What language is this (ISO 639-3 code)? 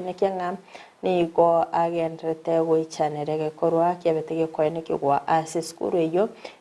guz